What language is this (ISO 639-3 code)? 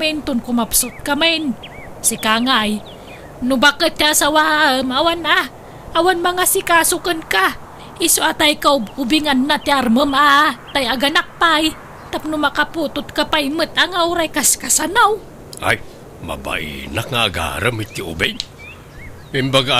ilo